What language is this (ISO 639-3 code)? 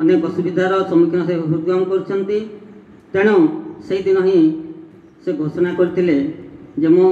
ori